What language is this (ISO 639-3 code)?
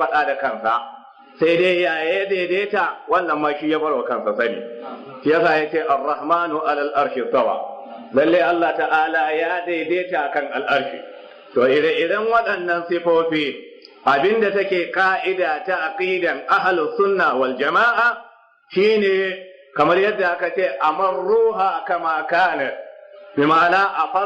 hau